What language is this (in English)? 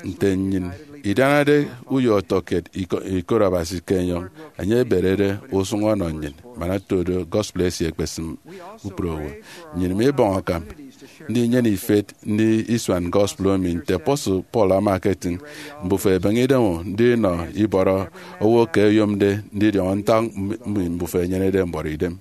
Efik